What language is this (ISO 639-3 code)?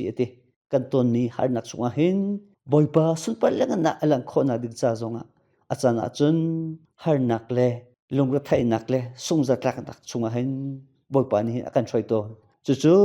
cnh